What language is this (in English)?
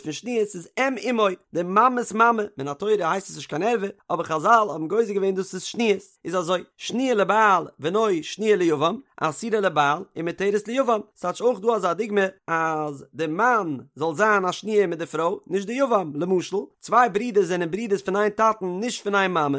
Yiddish